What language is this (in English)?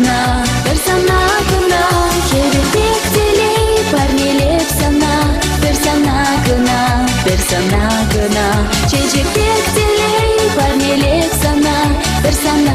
Chuvash